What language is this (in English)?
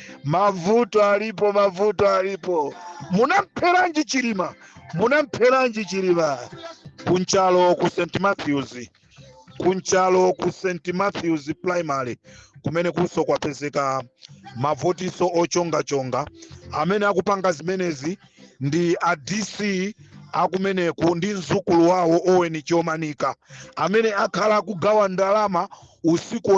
Nyanja